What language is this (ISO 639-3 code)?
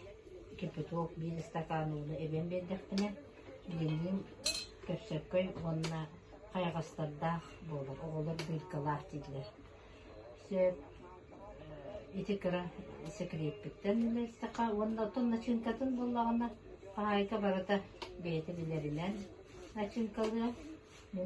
sah